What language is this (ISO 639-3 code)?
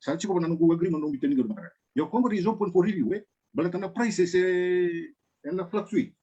fij